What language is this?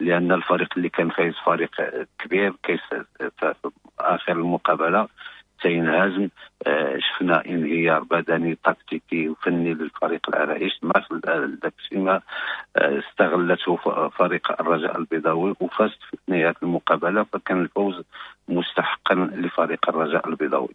Moroccan Arabic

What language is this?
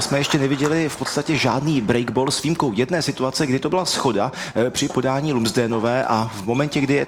Czech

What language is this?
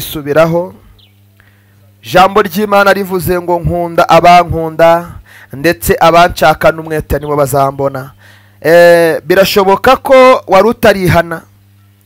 Kinyarwanda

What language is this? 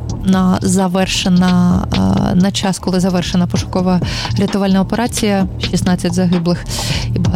Ukrainian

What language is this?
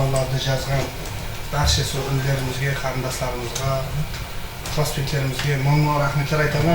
Kara-Kalpak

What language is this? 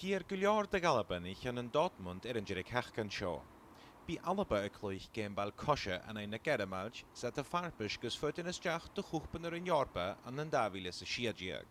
Scottish Gaelic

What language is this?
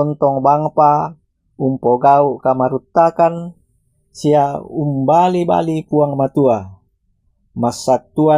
Toraja-Sa'dan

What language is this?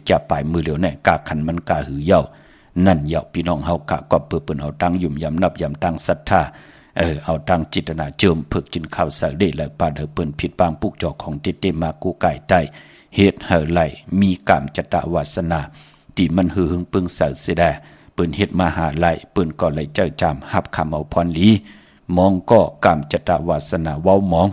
Shan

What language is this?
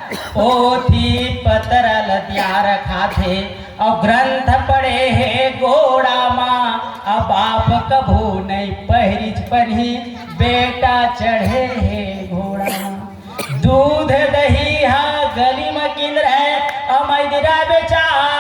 Chhattisgarhi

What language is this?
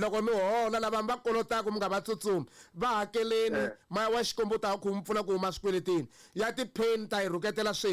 Tsonga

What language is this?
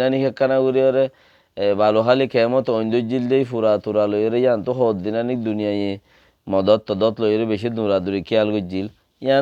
Rohingya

